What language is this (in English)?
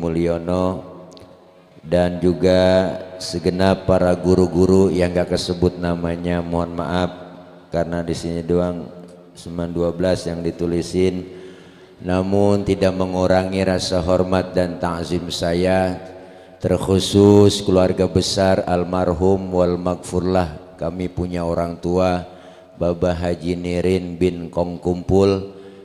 Betawi